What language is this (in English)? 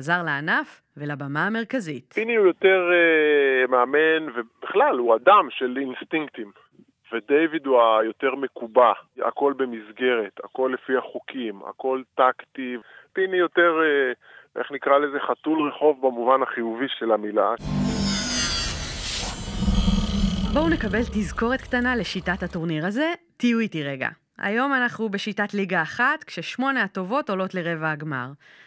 Hebrew